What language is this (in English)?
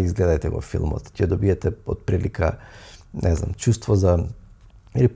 Macedonian